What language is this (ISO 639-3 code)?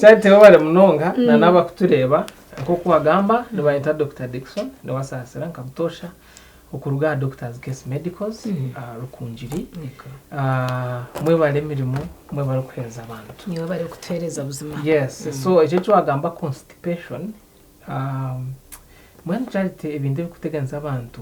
nyn